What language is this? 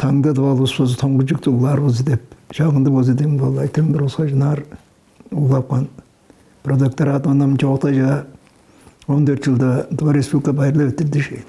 Tuvinian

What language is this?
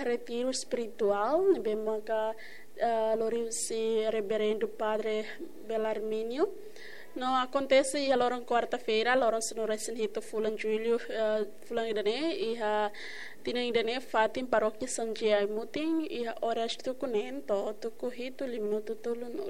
Tetum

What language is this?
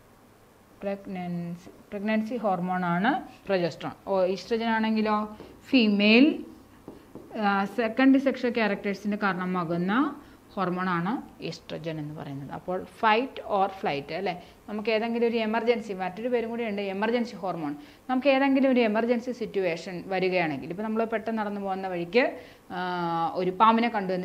Malayalam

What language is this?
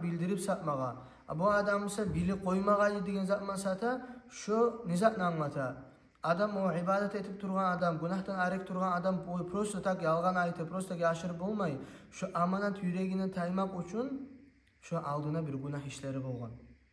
Kumyk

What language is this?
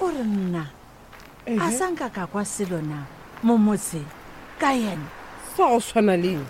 Northern Sotho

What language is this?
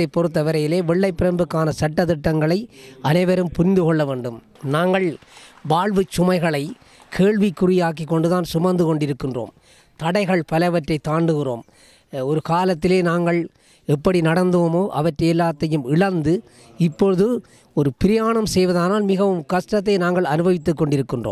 Tamil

